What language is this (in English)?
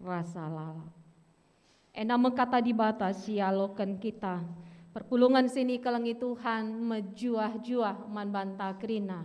Batak Karo